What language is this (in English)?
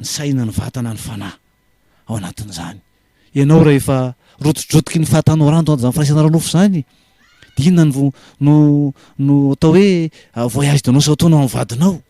Malagasy